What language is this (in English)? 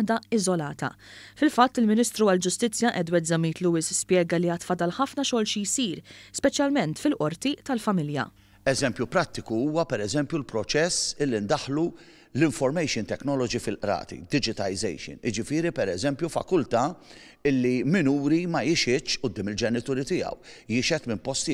Maltese